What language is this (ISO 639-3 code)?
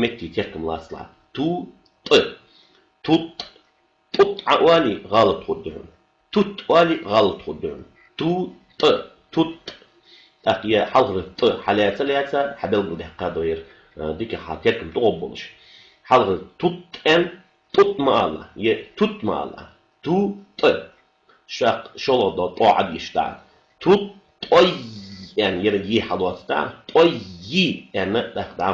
inh